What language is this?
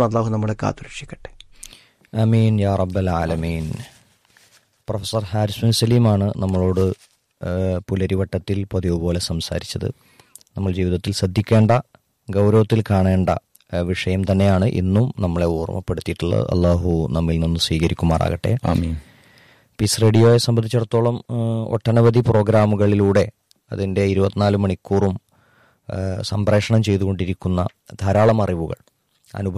Malayalam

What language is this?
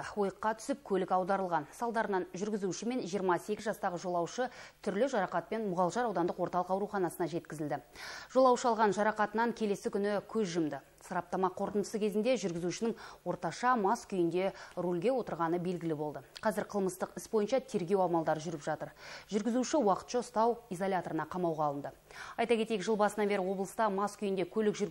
Kazakh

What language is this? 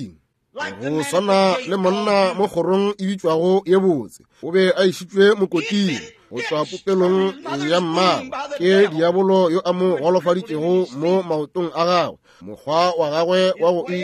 Northern Sotho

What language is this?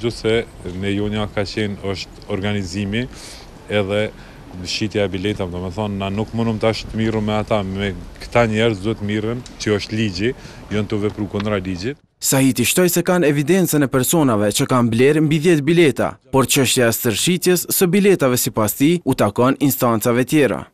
Albanian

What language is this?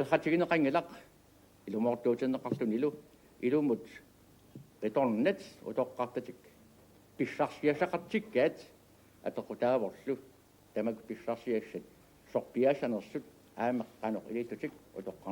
Kalaallisut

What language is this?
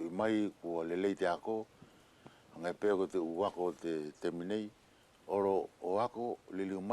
Wallisian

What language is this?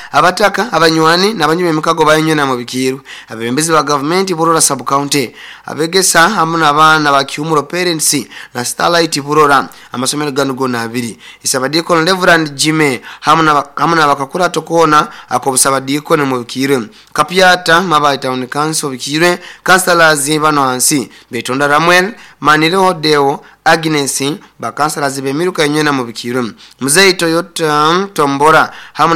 Nyoro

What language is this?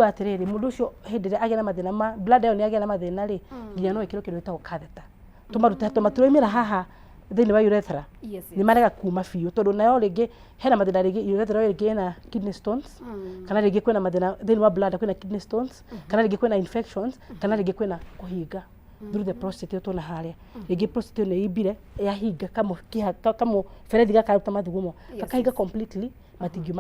Kikuyu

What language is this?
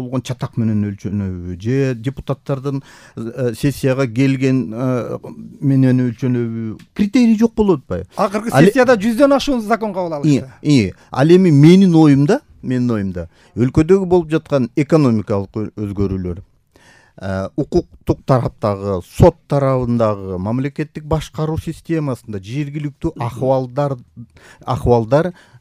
Kyrgyz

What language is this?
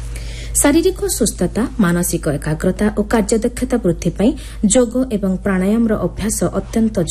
Odia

